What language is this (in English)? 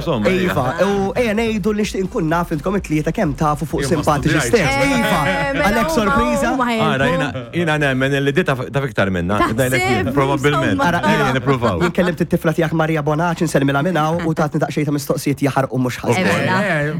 Maltese